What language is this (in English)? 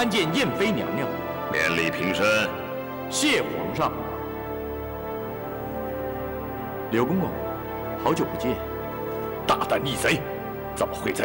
Chinese